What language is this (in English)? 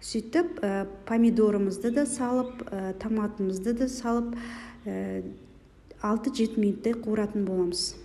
Kazakh